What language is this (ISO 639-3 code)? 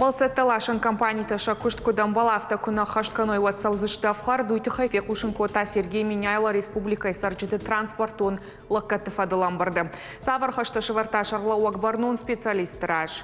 oss